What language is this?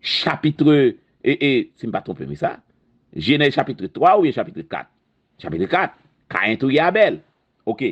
Haitian Creole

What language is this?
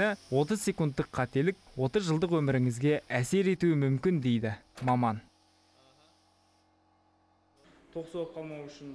Kazakh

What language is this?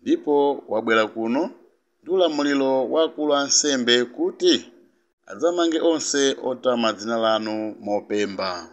Nyanja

